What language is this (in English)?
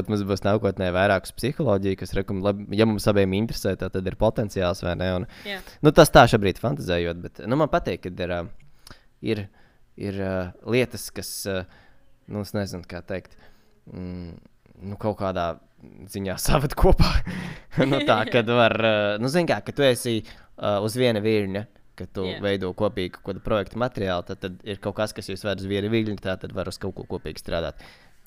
Latvian